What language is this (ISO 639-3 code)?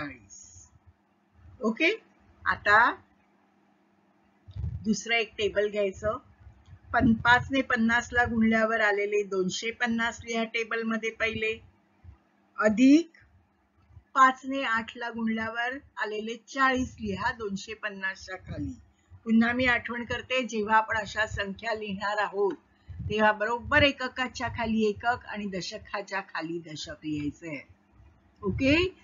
mar